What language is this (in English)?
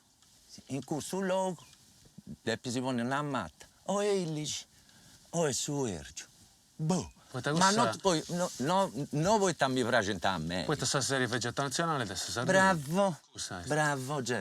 Sardinian